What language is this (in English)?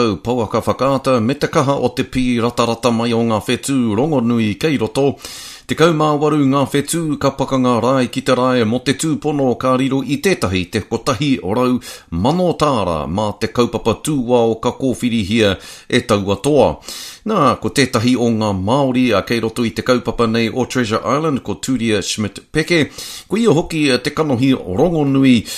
Māori